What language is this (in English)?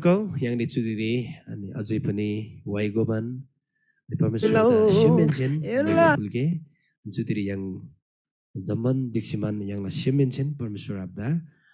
Eastern Tamang